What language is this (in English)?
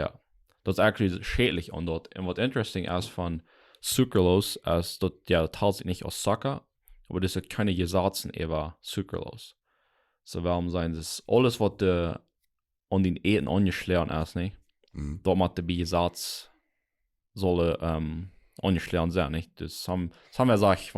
Plautdietsch